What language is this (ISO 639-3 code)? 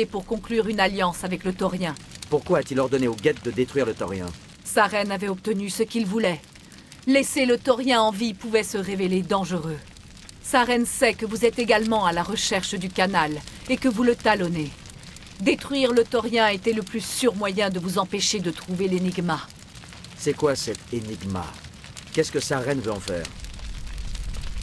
fra